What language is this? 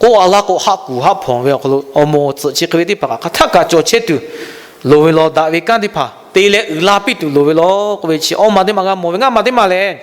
Lahu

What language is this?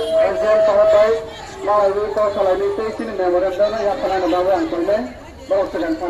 Kok Borok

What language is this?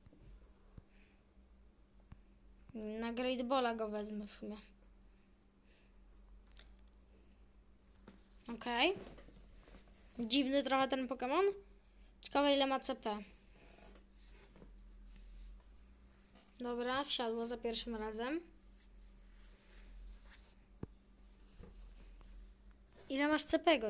Polish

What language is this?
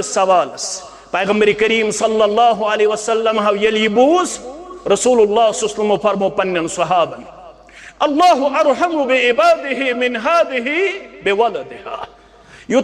Kashmiri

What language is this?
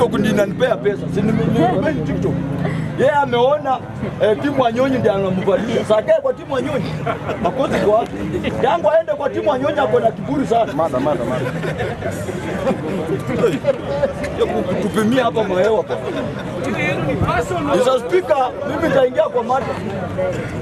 Swahili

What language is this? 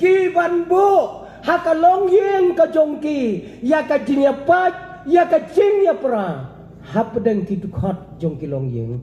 Khasi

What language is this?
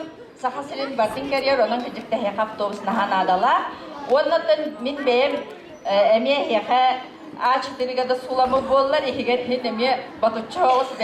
Yakut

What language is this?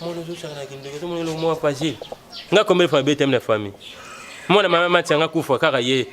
Lingala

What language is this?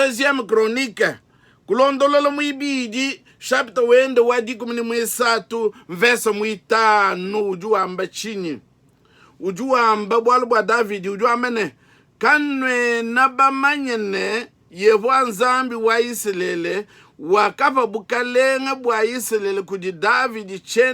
Luba-Lulua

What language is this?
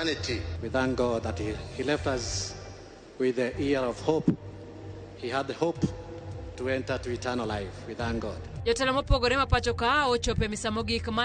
Luo (Kenya and Tanzania)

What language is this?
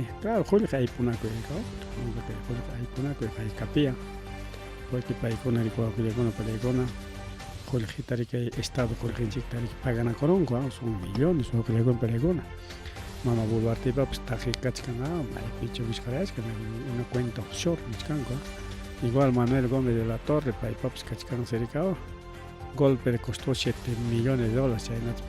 Ayacucho Quechua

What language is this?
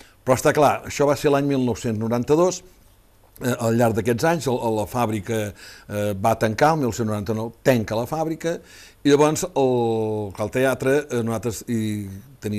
Catalan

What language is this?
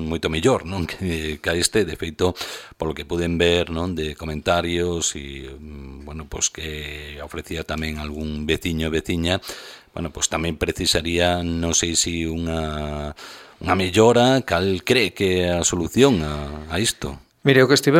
Galician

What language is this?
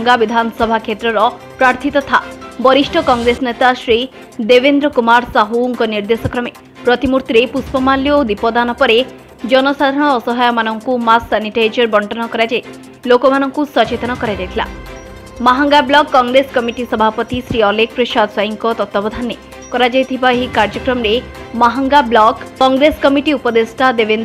Odia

